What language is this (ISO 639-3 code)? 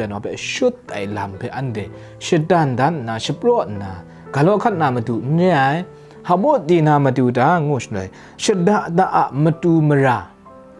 kac